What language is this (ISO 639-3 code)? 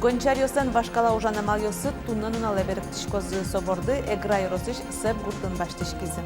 udm